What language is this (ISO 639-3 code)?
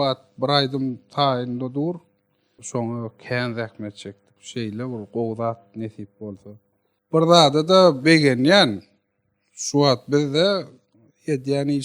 tuk